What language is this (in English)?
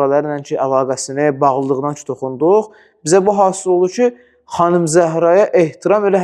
Azerbaijani